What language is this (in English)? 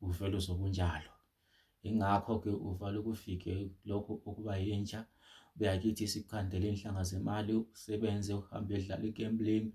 Zulu